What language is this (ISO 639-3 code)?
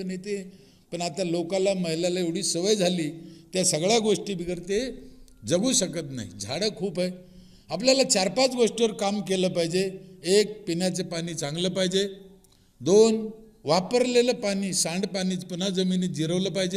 mar